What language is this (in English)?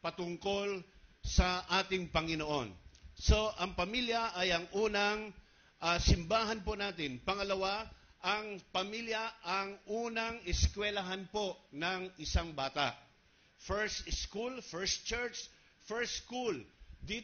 Filipino